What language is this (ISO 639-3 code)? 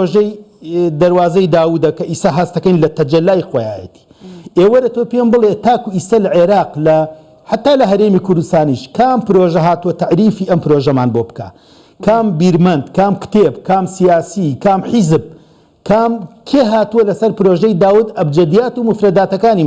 ckb